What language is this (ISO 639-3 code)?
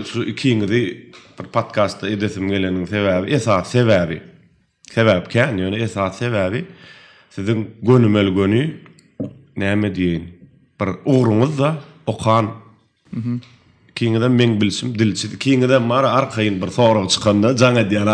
tuk